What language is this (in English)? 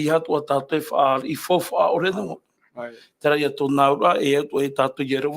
Tahitian